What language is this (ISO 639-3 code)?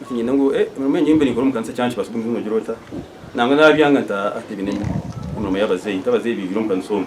nyn